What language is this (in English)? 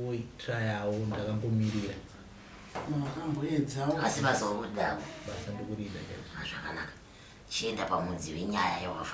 Shona